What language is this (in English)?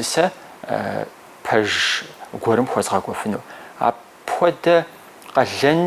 Kabardian